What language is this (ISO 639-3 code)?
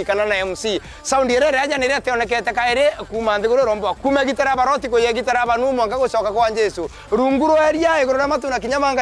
mer